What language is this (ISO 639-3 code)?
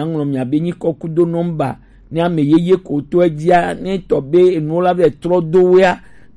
gej